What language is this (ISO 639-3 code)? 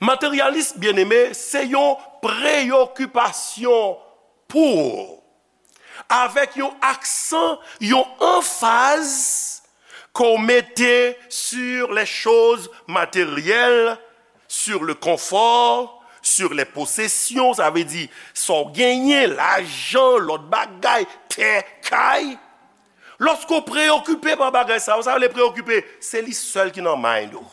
hat